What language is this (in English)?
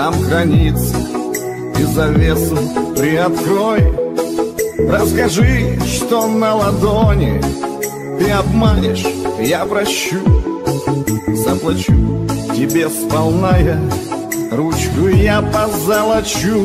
Russian